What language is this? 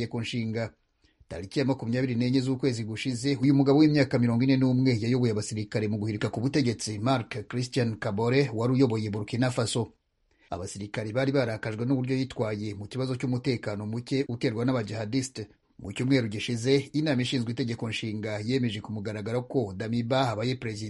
Kinyarwanda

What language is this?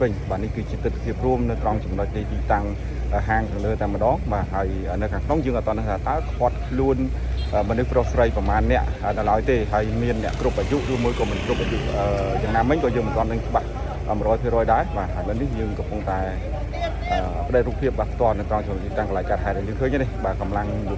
Khmer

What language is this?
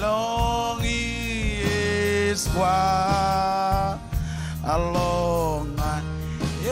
Marshallese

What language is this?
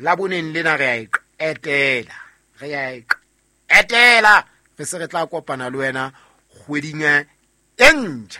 Southern Sotho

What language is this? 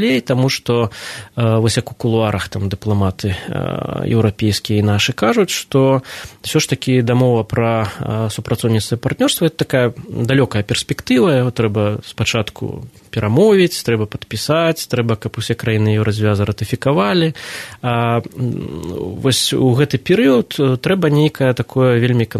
Belarusian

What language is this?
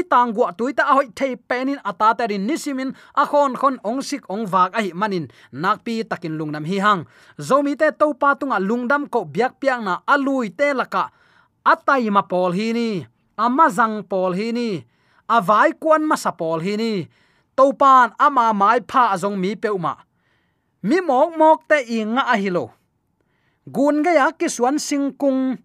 Tedim Chin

